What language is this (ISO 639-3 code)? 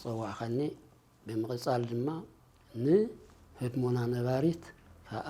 tir